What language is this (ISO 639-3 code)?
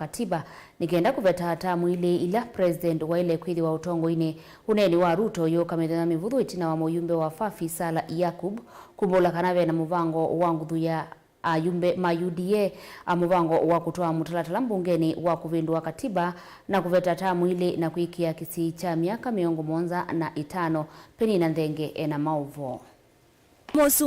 kam